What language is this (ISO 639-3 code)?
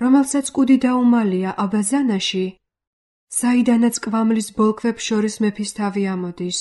kat